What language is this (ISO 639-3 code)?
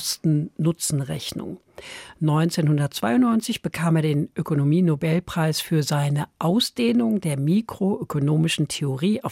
deu